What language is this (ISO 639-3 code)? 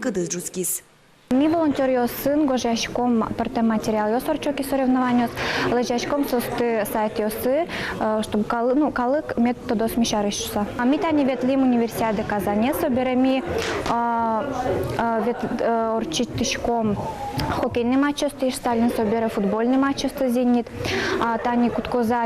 udm